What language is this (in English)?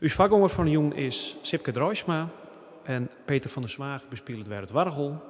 Western Frisian